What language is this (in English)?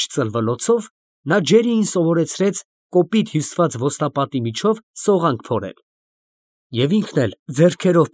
Armenian